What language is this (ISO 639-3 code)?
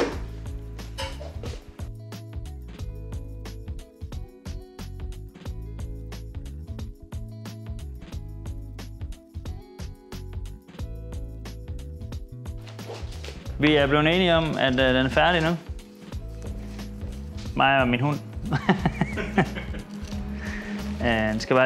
dan